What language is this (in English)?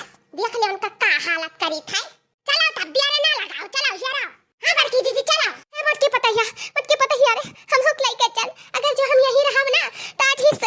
Awadhi